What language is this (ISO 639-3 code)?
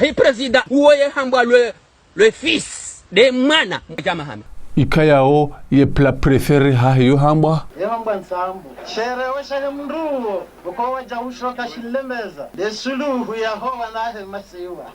zdj